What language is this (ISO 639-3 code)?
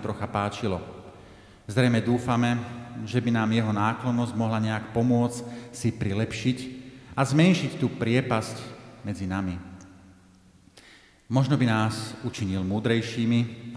slk